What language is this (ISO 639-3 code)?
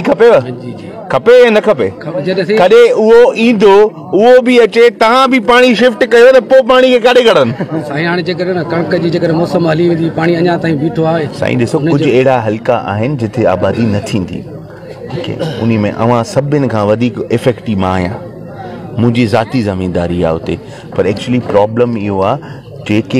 snd